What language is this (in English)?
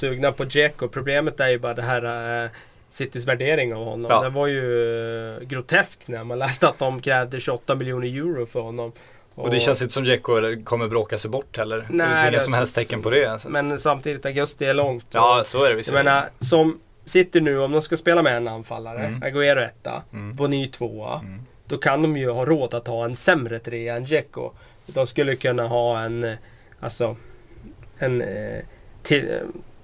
Swedish